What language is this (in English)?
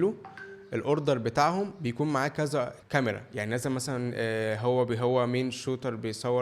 Egyptian Arabic